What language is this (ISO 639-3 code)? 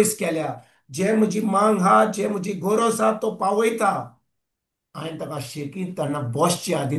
kok